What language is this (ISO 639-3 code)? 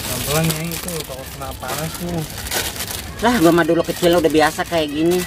bew